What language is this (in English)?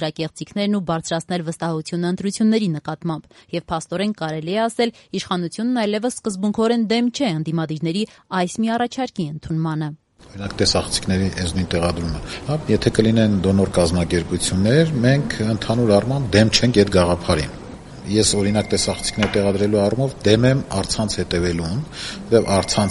Armenian